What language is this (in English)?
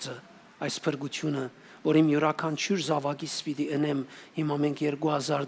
Western Armenian